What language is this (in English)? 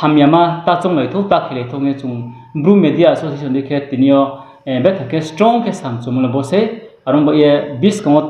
Riang (India)